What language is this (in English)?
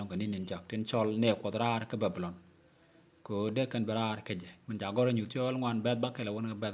Nuer